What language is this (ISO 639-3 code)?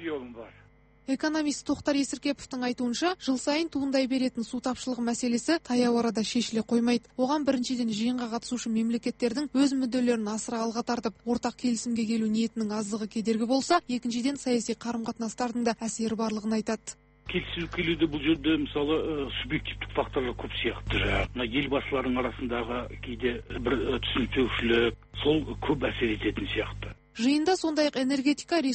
kaz